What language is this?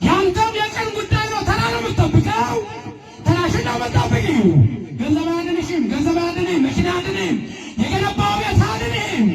Amharic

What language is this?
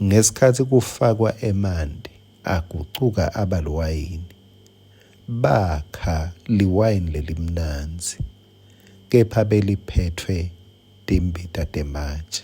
Swati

